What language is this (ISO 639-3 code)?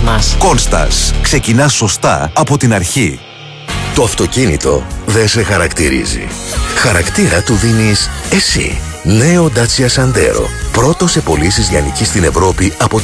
ell